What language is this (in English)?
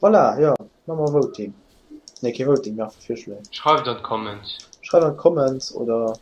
Luxembourgish